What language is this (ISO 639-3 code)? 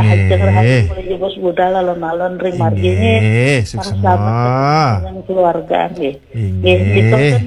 ban